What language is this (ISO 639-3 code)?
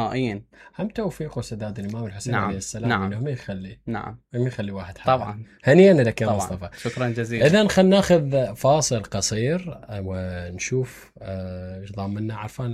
acm